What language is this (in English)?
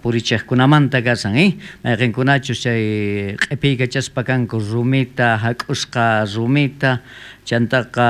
South Bolivian Quechua